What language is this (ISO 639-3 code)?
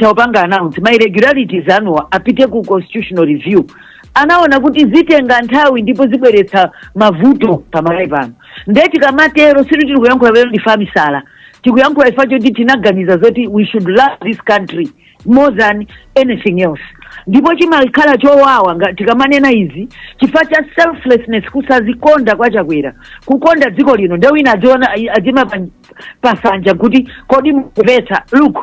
nya